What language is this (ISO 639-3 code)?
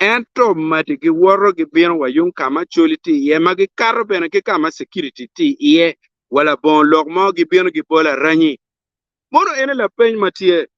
ach